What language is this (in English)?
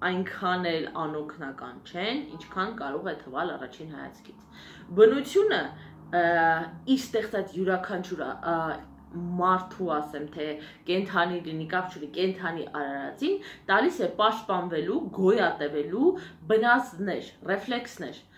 Armenian